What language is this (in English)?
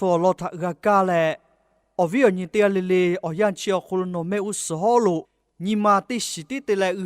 Lahu